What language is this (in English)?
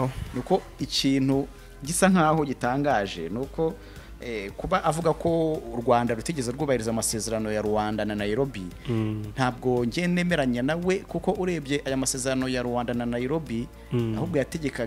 Kinyarwanda